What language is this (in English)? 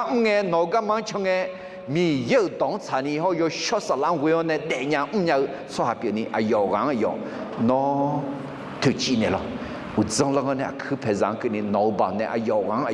Akha